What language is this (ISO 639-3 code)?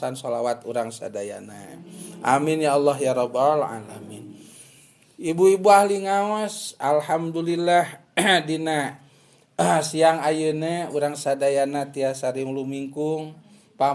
sun